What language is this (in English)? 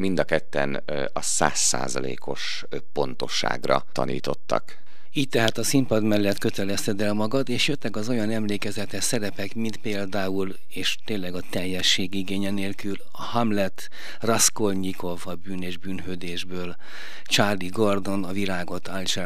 Hungarian